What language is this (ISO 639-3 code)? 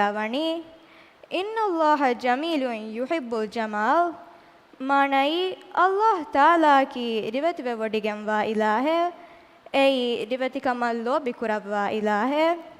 div